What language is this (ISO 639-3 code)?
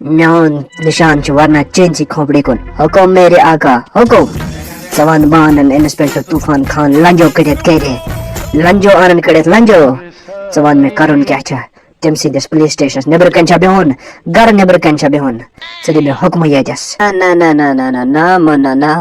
kas